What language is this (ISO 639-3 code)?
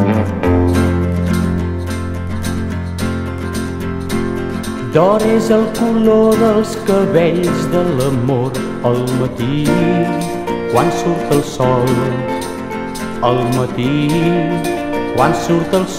cat